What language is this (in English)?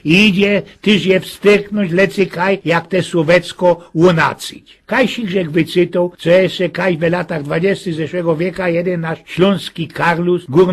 Silesian